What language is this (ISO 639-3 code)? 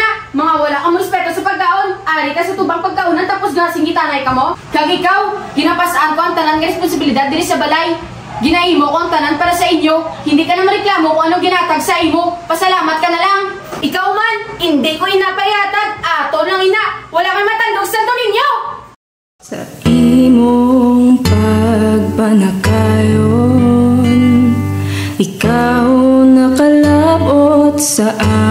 hil